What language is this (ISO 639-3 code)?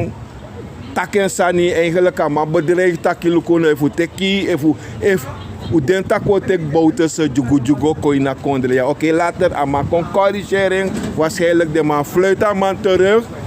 srn